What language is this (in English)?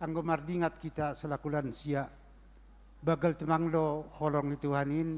Batak Simalungun